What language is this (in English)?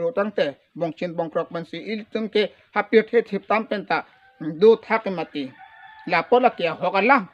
Karbi